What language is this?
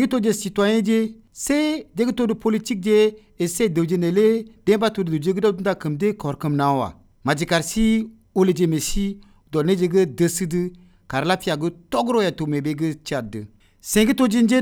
Croatian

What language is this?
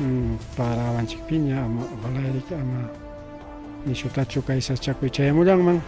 Ayacucho Quechua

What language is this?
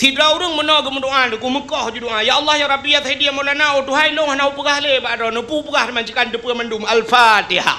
Achinese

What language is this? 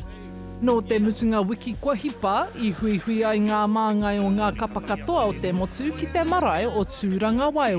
Māori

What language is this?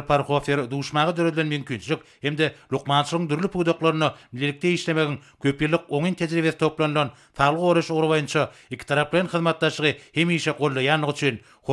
Turkmen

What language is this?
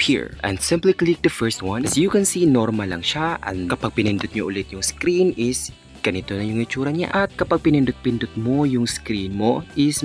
Filipino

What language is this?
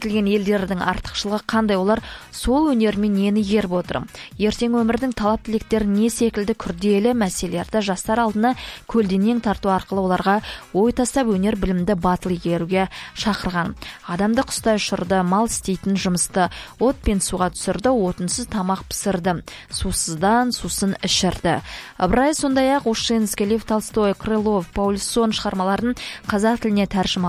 Kazakh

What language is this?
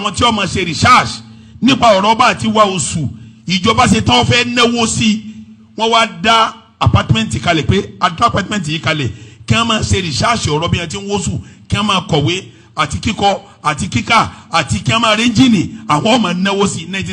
Yoruba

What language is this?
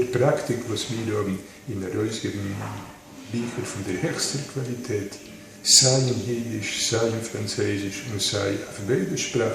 Yiddish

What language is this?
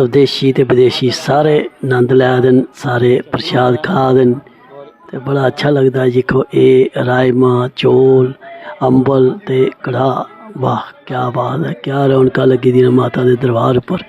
Dogri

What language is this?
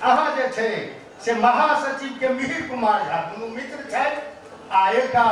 Maithili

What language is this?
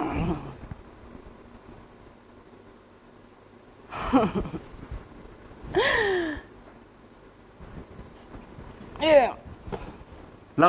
Thai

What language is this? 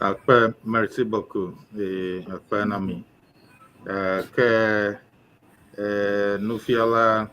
Ewe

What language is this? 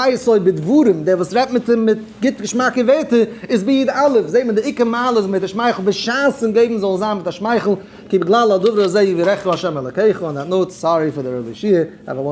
Yiddish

